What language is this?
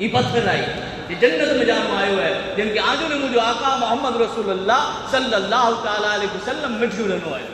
Kachhi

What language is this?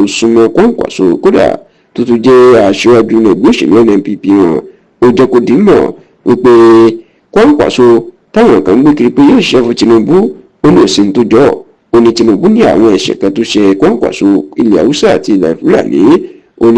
Yoruba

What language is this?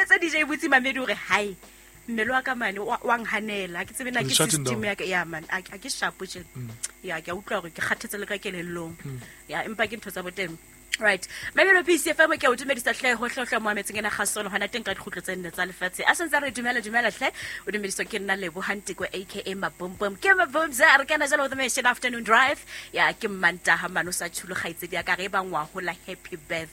Southern Sotho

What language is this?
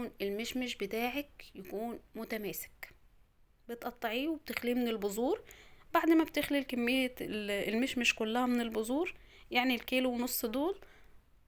Egyptian Arabic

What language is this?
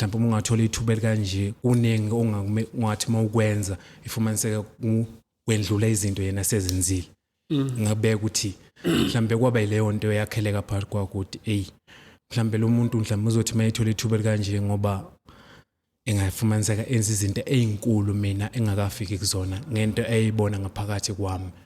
Zulu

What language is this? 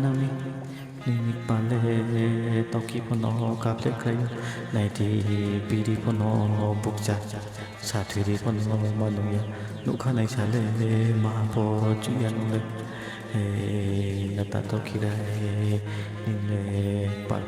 Riang (India)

